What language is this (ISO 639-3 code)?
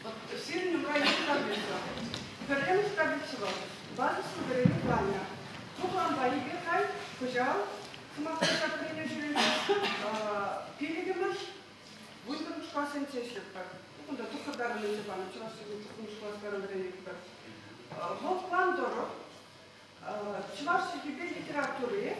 chv